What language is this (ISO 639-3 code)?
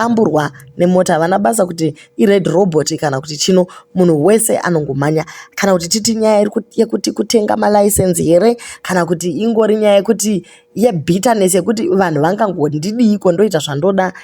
sna